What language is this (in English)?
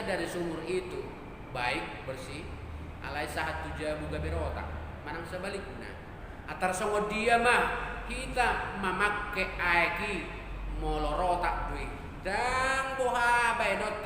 Batak Toba